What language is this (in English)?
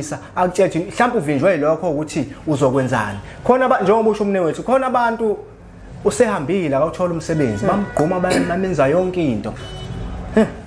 Zulu